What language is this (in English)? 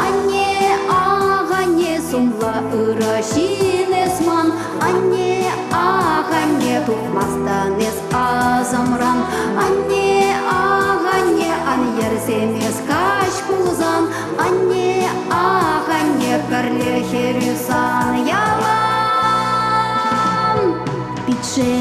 Chuvash